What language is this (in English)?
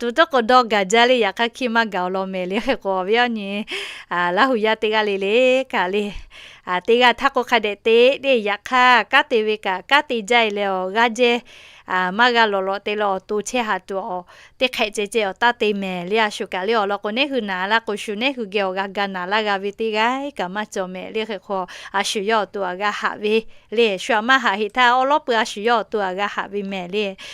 Lahu